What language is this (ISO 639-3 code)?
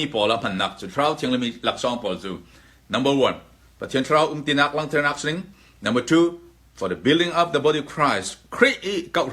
cnh